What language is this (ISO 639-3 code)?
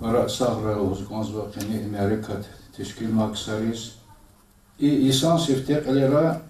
lez